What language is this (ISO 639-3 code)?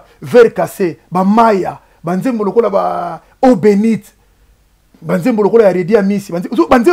lin